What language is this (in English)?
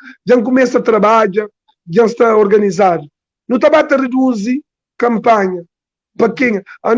Kabuverdianu